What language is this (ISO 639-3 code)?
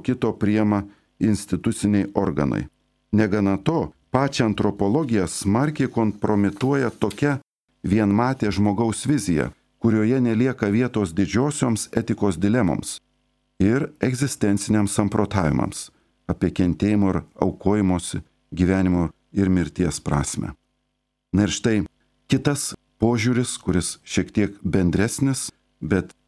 lit